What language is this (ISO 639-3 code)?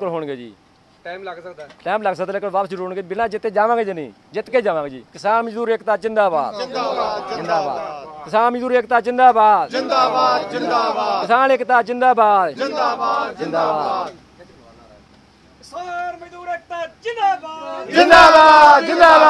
pan